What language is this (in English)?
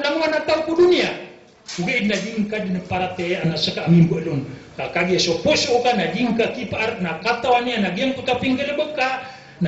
Maranao